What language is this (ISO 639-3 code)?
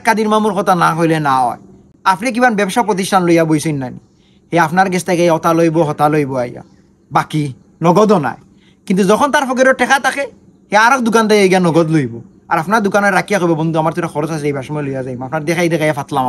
syl